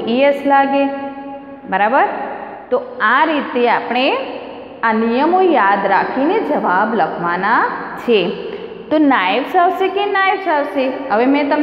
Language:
Gujarati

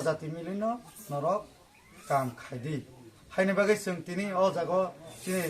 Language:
Kok Borok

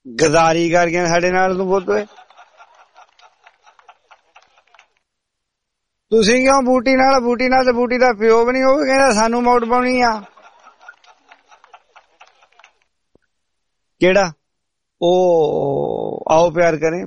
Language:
Punjabi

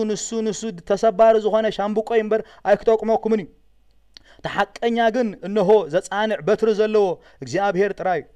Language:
Tigrinya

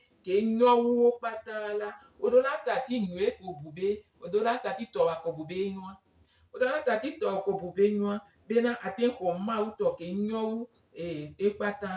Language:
Gen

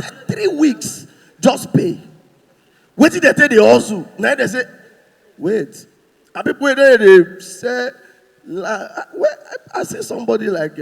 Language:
Nigerian Pidgin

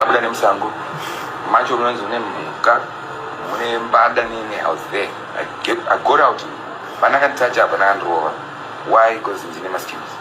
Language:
Shona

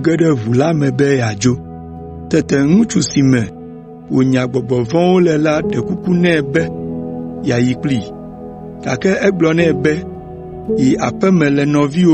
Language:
Ewe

